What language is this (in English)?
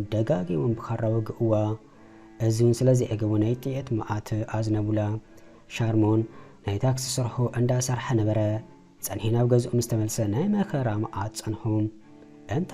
Tigrinya